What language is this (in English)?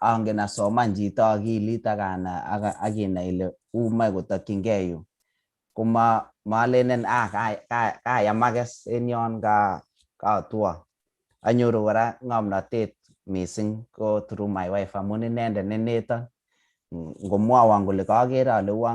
Kalenjin